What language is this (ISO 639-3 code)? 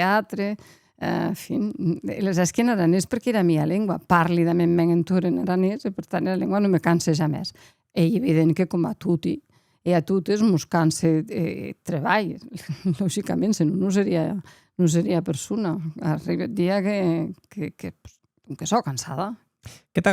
oci